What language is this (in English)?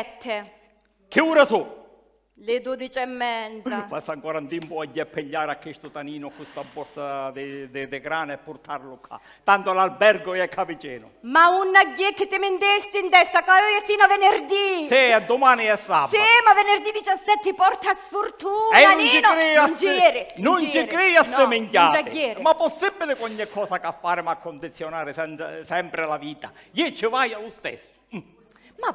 Sicilian